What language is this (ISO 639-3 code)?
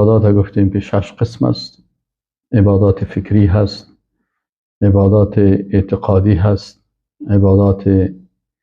fas